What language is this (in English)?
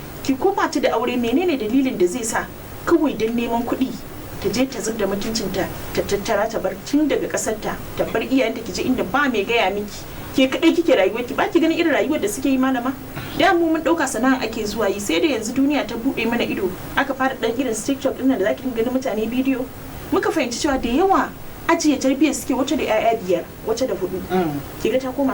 Hausa